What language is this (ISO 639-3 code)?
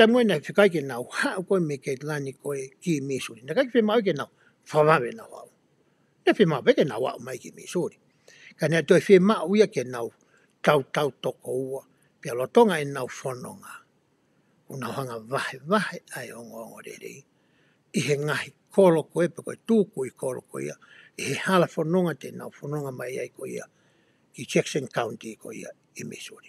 ton